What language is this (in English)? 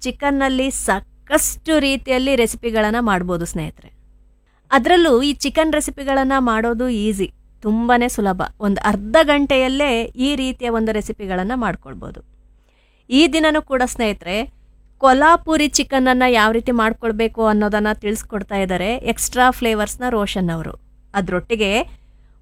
Kannada